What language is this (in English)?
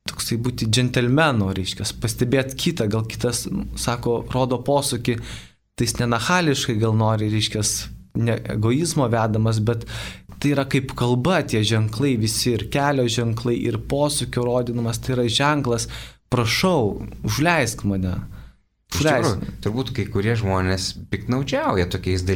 Lithuanian